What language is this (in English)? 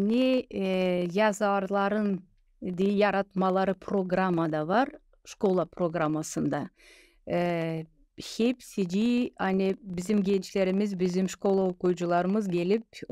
Gagauz